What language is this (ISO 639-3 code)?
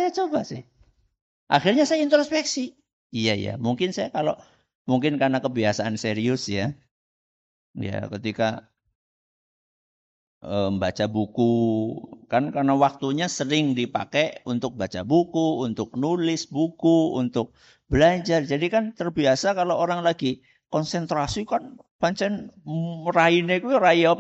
ind